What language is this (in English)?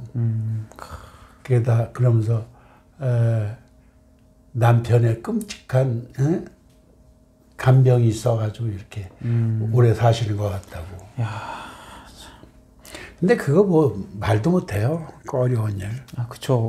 Korean